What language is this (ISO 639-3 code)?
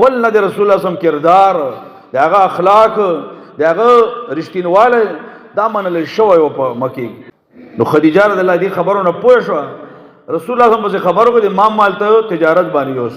pus